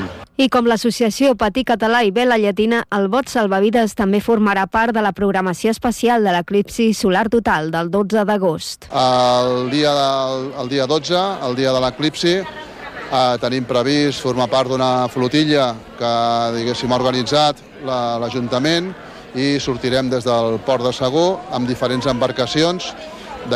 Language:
Catalan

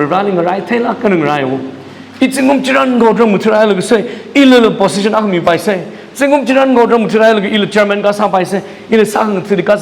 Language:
Tangkhul Naga (India)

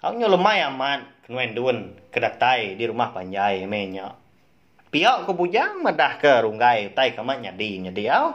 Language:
Iban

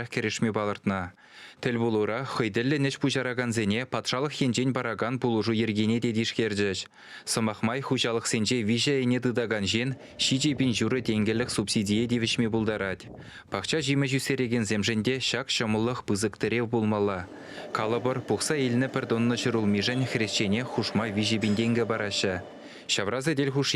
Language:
Chuvash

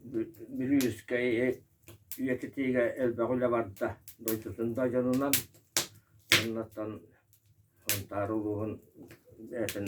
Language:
Yakut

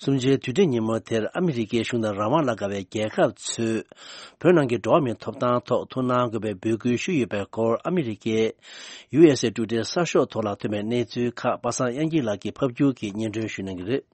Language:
Tibetan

